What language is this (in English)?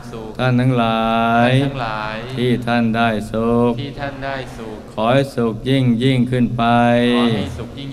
Thai